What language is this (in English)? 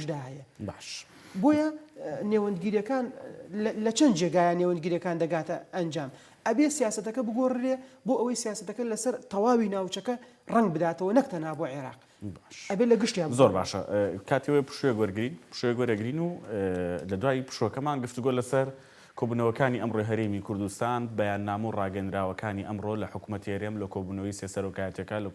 Central Kurdish